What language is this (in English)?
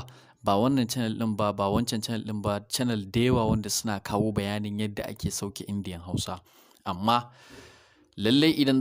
Hausa